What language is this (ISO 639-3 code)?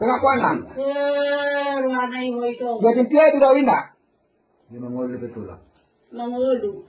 bbc